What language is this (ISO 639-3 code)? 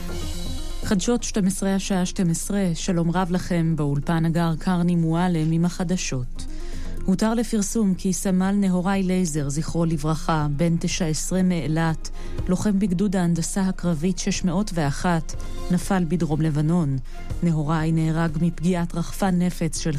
heb